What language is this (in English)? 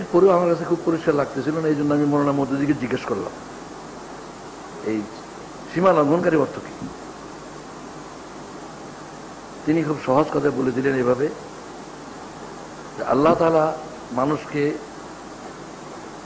Bangla